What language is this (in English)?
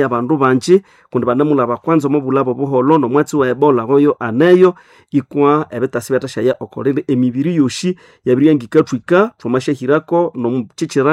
Nande